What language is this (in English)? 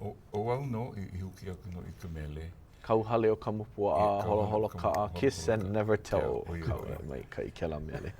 Hawaiian